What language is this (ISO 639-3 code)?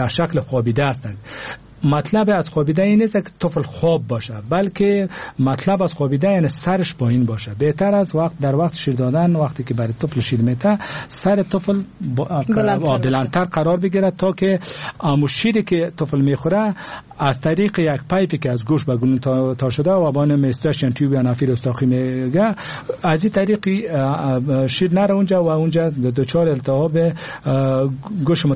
fas